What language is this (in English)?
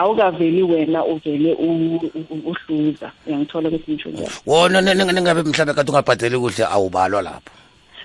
South Ndebele